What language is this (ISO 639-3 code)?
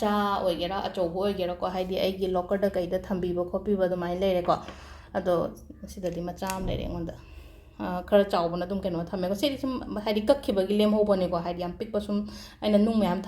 mni